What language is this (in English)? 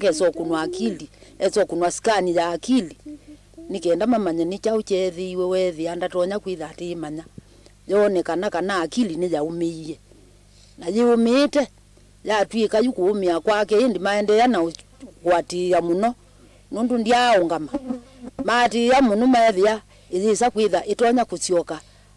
Kamba